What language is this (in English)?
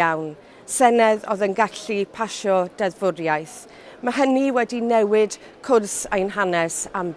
Welsh